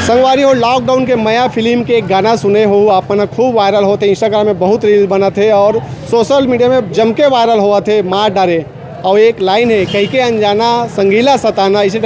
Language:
Chhattisgarhi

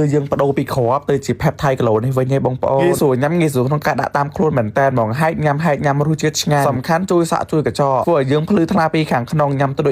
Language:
Khmer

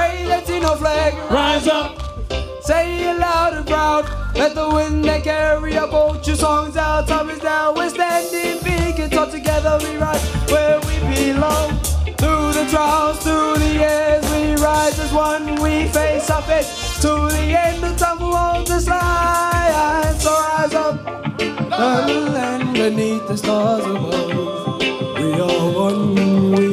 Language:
Māori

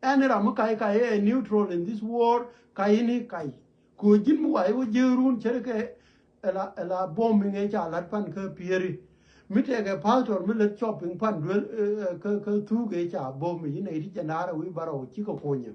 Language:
Nuer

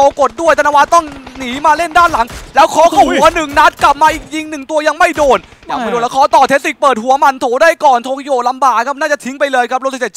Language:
Thai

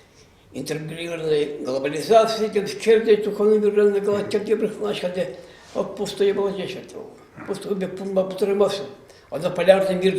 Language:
Chuvash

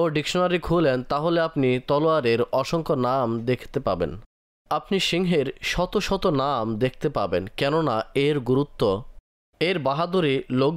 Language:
Bangla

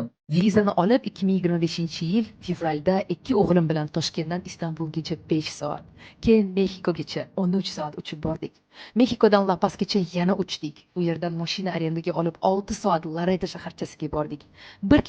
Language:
Uzbek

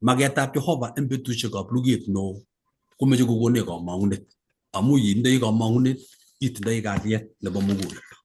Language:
Kalenjin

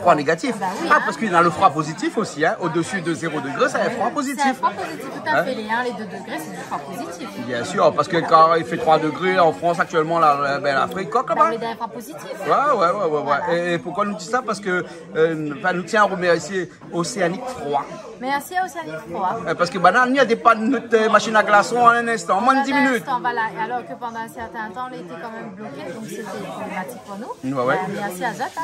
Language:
Réunion Creole French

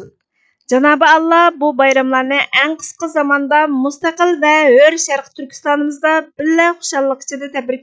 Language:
Uyghur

